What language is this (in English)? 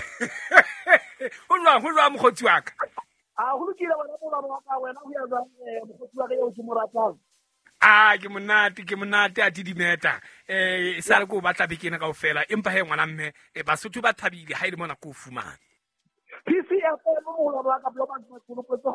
Southern Sotho